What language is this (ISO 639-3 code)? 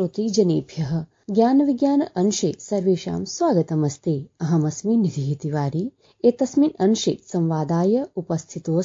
san